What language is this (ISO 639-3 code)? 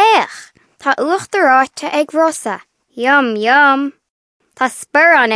gle